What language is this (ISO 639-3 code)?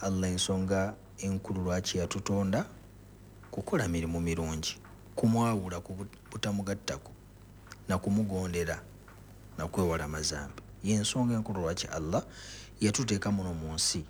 lug